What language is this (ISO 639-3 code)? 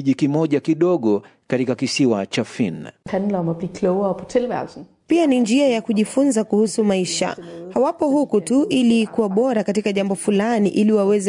swa